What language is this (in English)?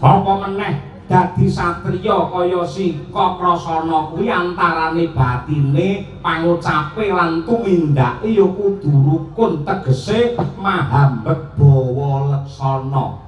Javanese